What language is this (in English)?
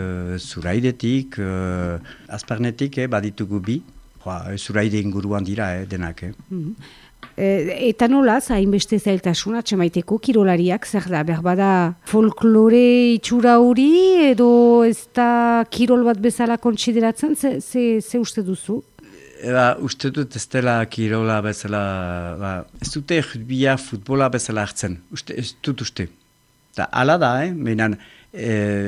Basque